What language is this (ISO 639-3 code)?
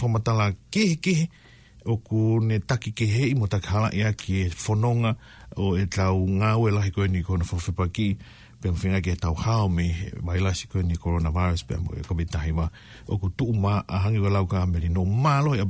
ton